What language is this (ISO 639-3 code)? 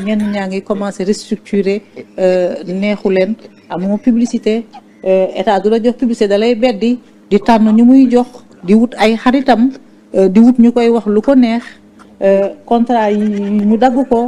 wol